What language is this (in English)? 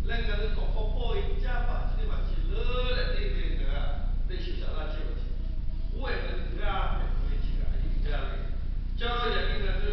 Lahu